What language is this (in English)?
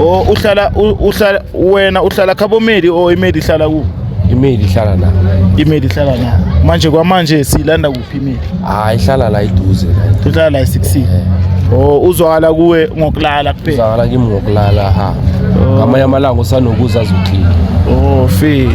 Zulu